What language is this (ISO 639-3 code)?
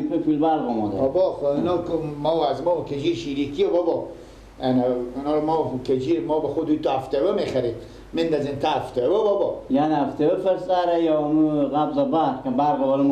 fas